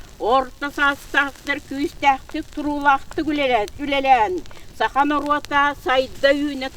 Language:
Yakut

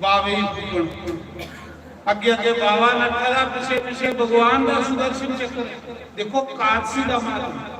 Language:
Dogri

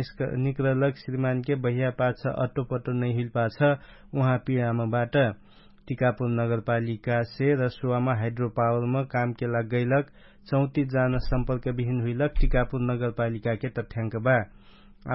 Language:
Dangaura Tharu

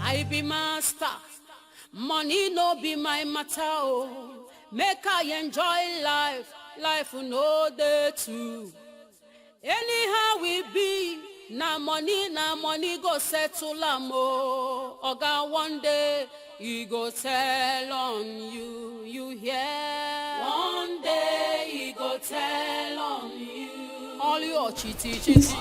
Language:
Nigerian Pidgin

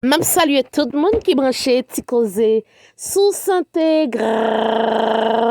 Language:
Haitian Creole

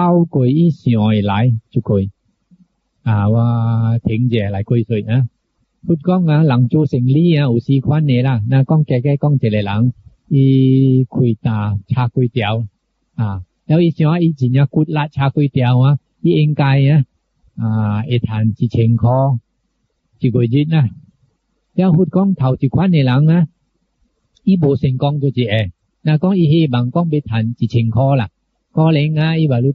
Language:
Min Nan Chinese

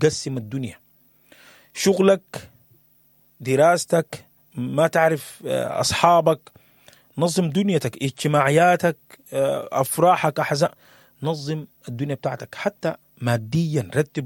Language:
Sudanese Arabic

